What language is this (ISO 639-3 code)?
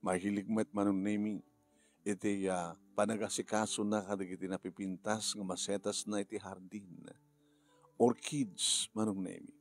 ilo